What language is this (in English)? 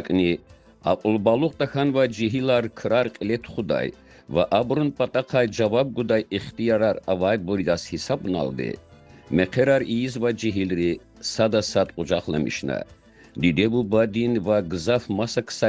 Lezghian